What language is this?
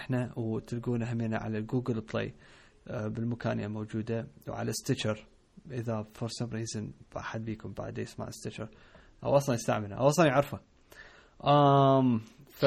Mesopotamian Arabic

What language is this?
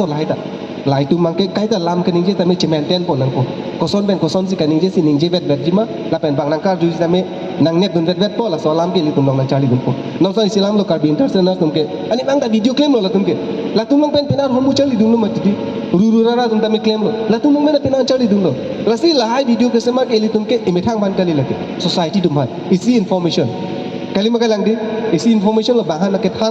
Karbi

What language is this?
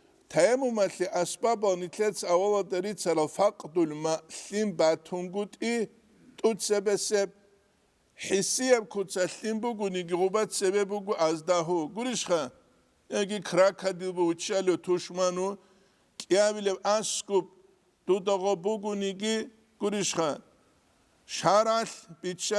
Avaric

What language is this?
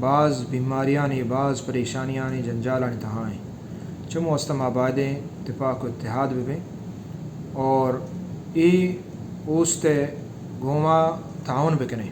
Baluchi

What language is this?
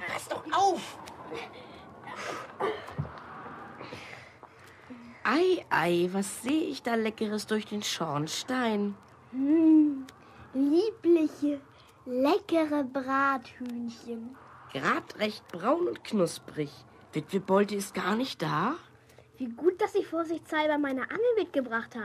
German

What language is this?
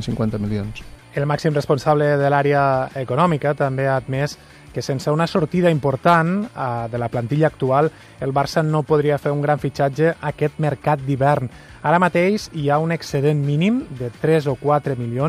Catalan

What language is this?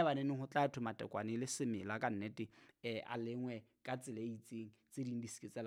Southern Sotho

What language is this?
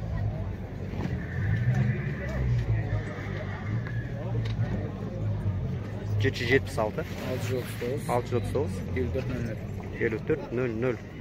Kazakh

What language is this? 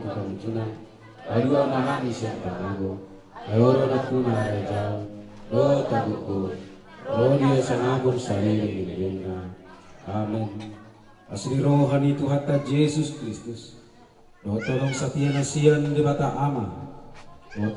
Batak Toba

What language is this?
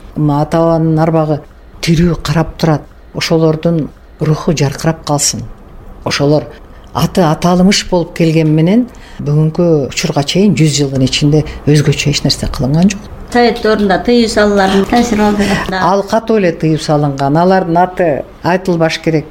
Kyrgyz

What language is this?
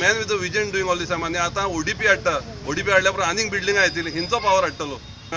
Konkani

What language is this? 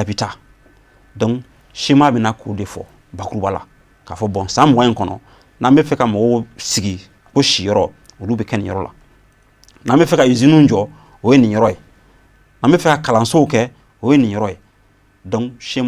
Bambara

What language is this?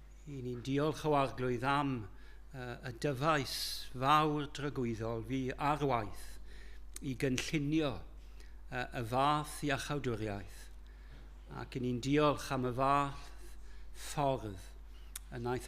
Welsh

